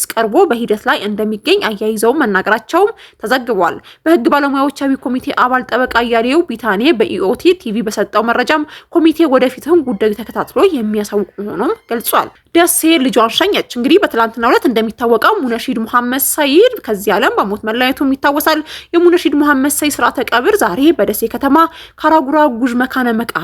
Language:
Amharic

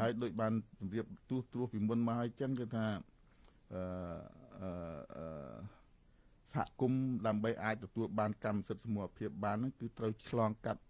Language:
Khmer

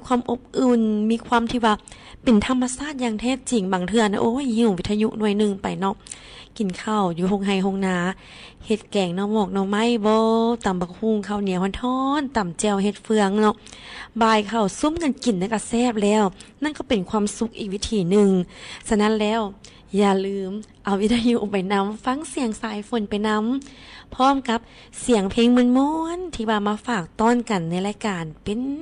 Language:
Lao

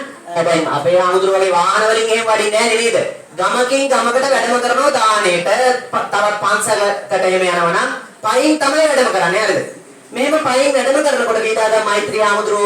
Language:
Sinhala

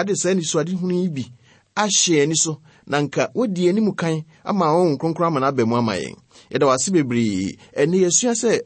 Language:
Akan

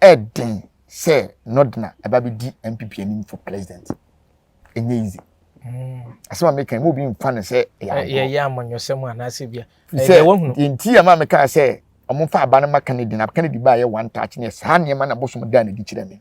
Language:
Akan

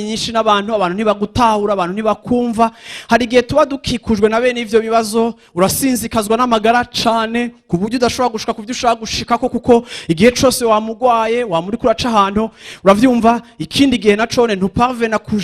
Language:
Rundi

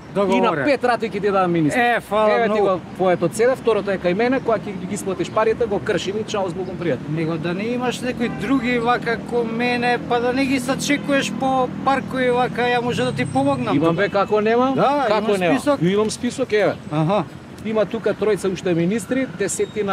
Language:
Macedonian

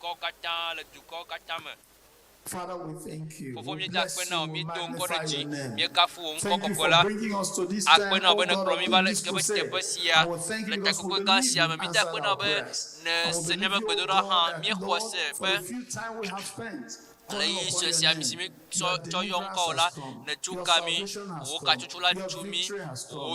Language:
Ewe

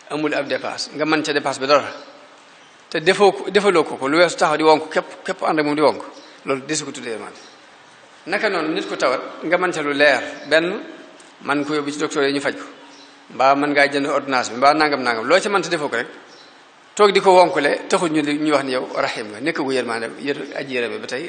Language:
Wolof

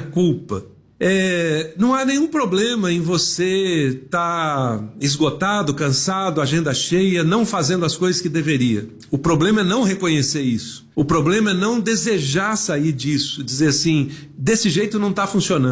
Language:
Portuguese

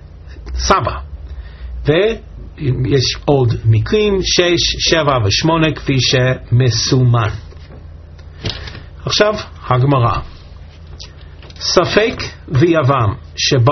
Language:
Hebrew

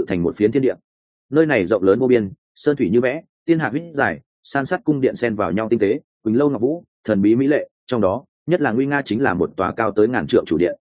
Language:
Vietnamese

